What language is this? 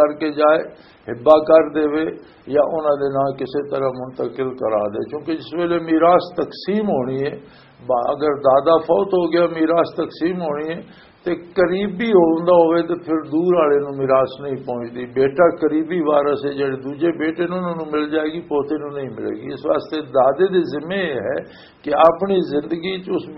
Western Panjabi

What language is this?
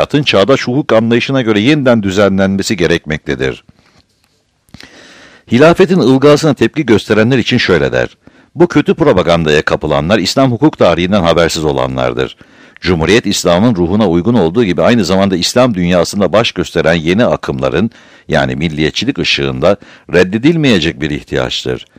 Turkish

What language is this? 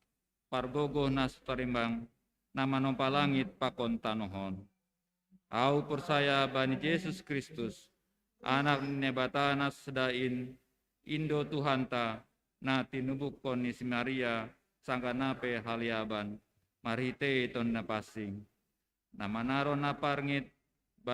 Batak Simalungun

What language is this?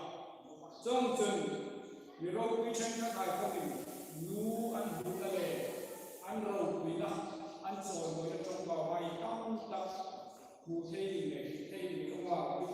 Hmar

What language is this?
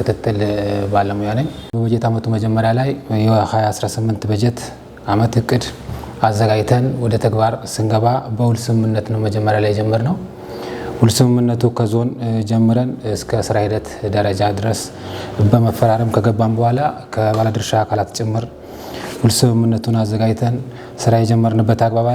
Amharic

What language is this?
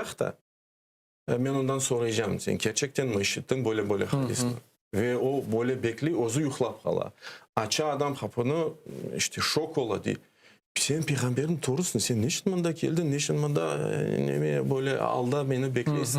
Crimean Tatar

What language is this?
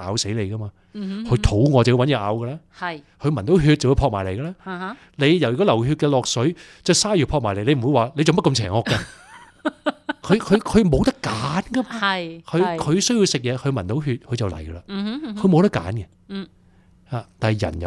Cantonese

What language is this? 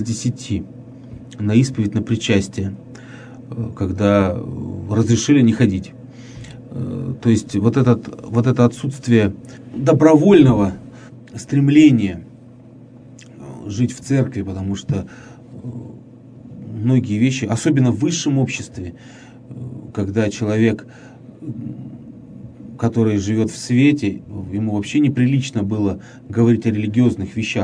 Russian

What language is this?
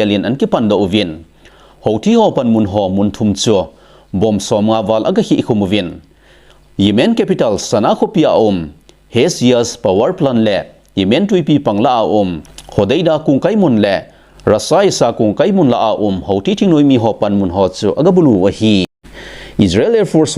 Thado Chin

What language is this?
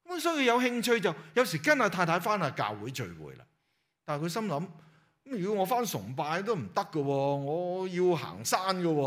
Cantonese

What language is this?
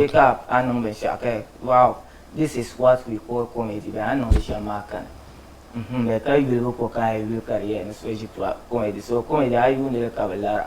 Dagbani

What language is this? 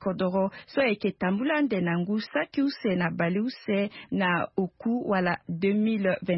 Sango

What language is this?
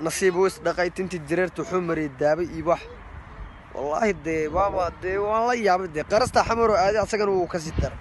Somali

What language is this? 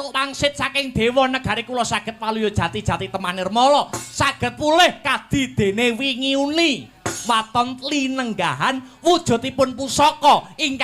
Javanese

